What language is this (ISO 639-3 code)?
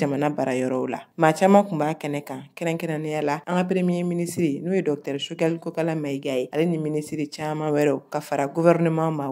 bam